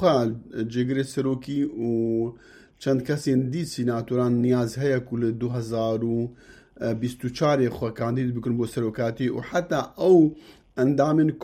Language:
Kurdish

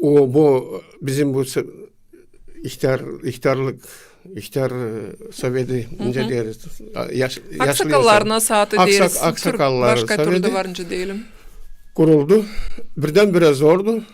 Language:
Gagauz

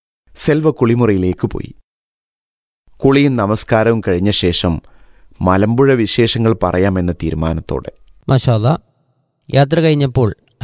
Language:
Malayalam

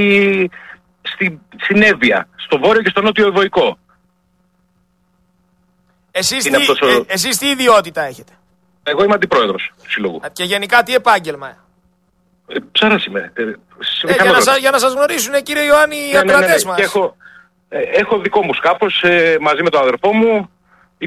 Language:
Greek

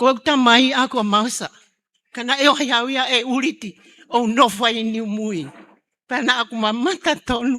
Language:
Tongan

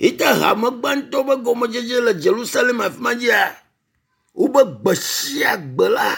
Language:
Ewe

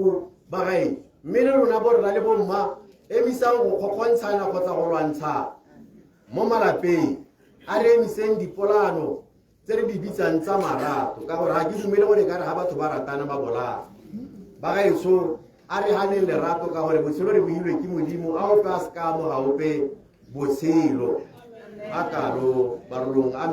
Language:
Tswana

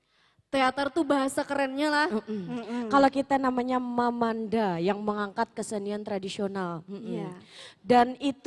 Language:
Banjar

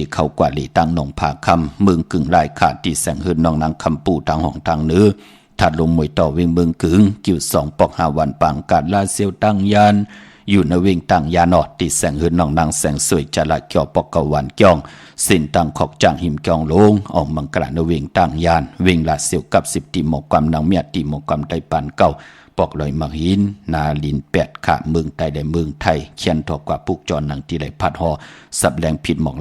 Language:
Shan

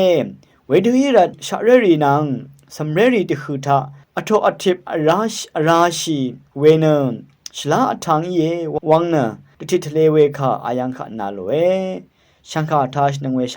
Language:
Rawang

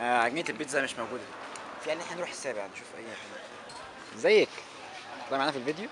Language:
Egyptian Arabic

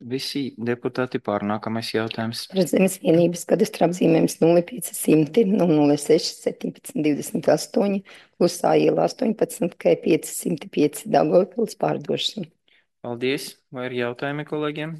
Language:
Latvian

